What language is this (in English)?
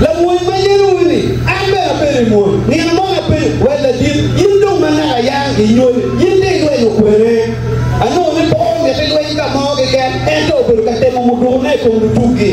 Acoli